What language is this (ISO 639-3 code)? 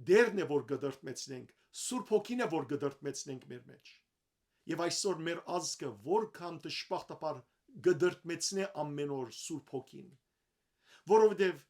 hyw